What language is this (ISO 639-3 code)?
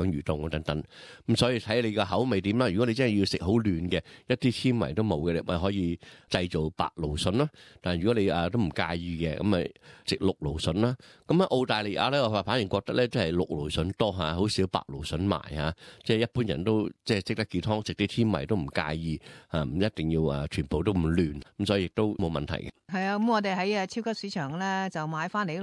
yue